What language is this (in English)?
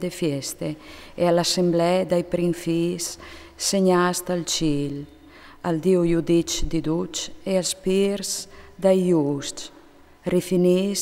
Friulian